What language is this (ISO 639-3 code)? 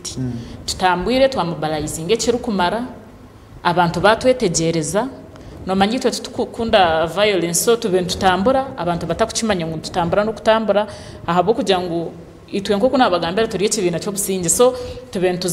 nyn